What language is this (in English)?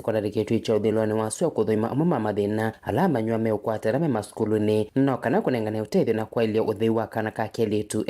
Kamba